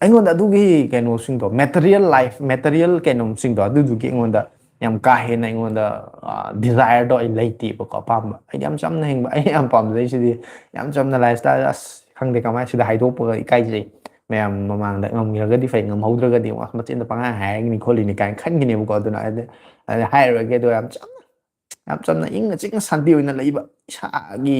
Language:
Manipuri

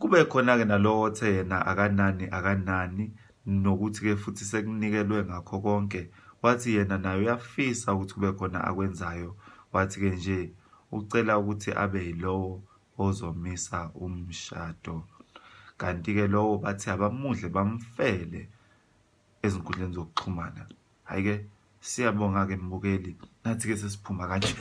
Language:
Zulu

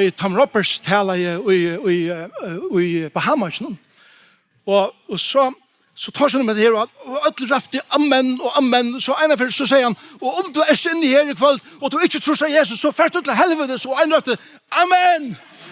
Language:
Faroese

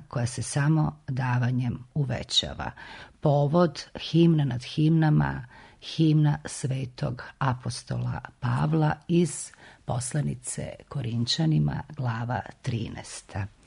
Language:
Serbian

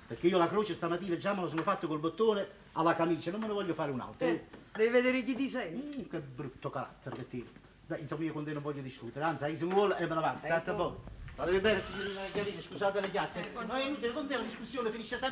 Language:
Neapolitan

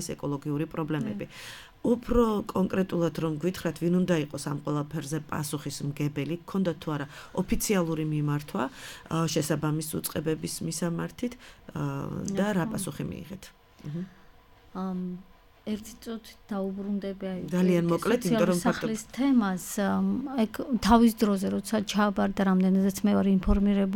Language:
Georgian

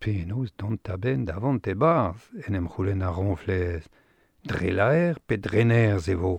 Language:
Breton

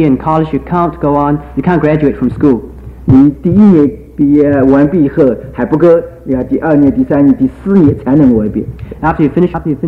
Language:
Chinese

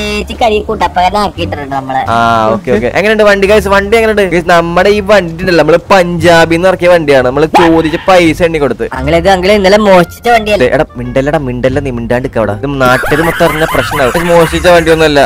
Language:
Malayalam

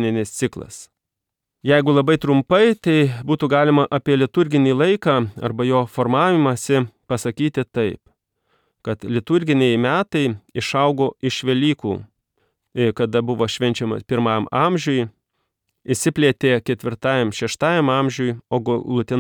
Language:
Lithuanian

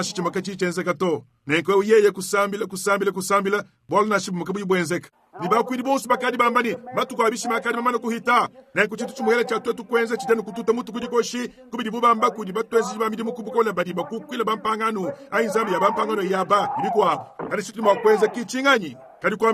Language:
Luba-Lulua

